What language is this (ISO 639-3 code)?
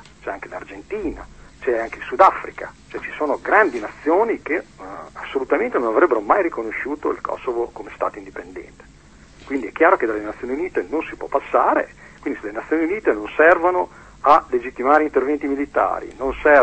ita